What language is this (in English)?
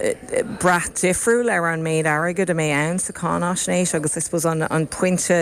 Irish